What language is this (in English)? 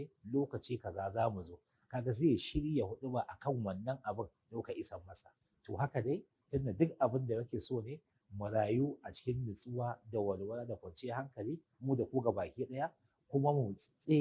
Hausa